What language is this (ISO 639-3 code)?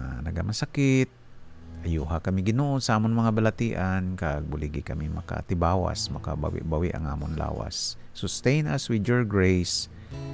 hil